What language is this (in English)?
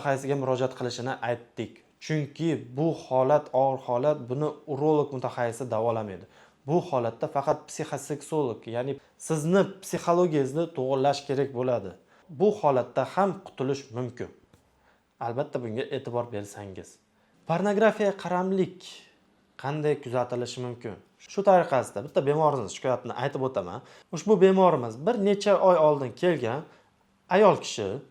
Uzbek